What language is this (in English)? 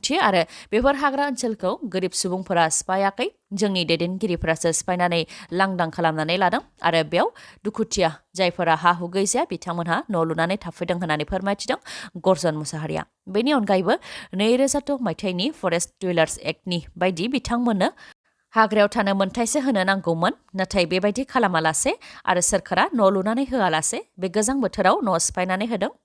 Bodo